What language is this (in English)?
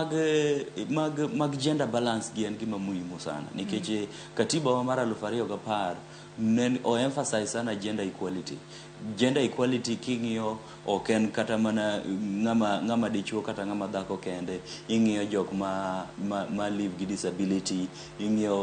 Luo (Kenya and Tanzania)